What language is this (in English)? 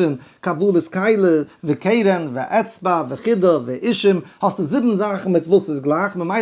Yiddish